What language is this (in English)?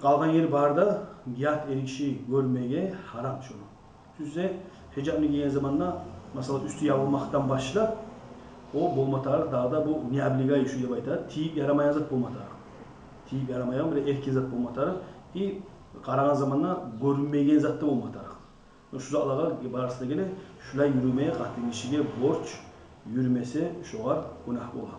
Kumyk